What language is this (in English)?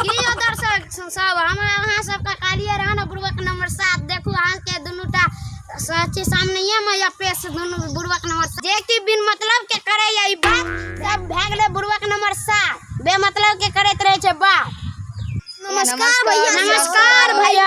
Maithili